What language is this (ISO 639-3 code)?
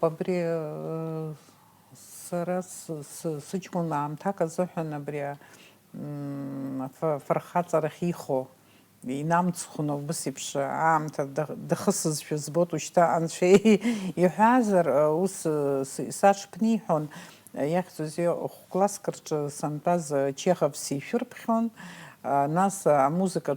abk